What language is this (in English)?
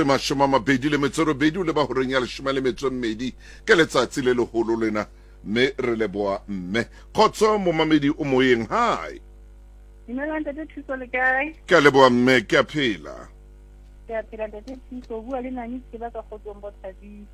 Southern Sotho